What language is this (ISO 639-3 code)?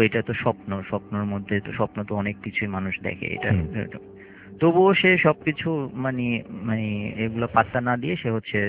ben